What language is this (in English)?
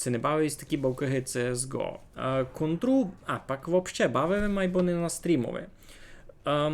Rusyn